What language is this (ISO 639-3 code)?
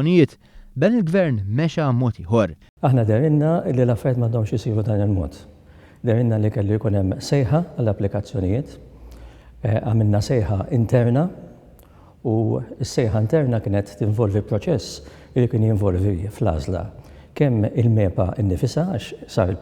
mlt